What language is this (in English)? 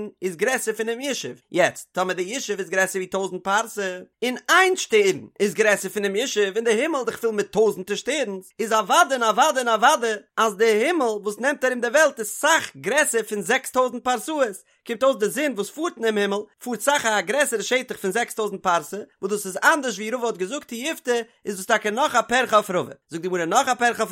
Yiddish